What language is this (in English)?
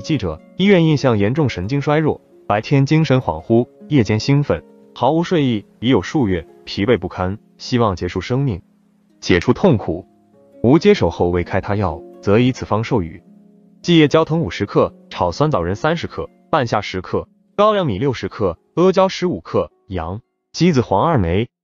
Chinese